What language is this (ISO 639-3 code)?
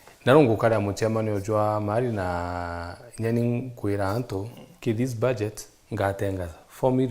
mer